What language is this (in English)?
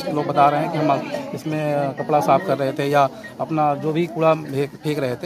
Hindi